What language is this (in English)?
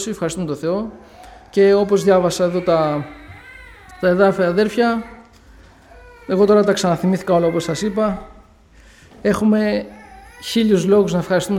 Greek